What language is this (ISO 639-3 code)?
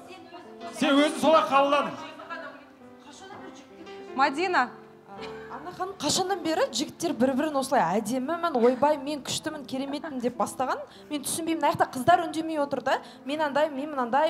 kaz